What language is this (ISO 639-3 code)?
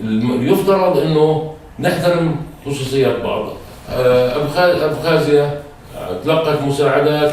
apc